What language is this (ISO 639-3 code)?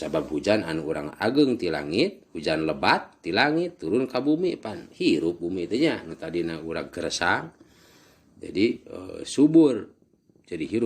sun